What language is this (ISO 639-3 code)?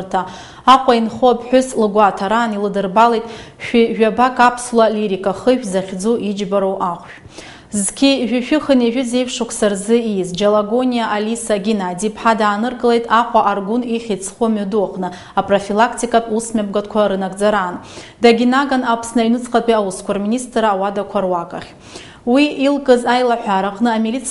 abk